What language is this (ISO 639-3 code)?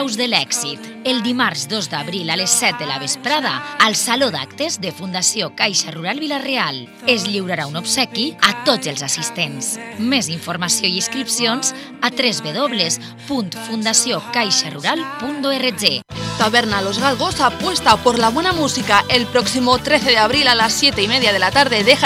cat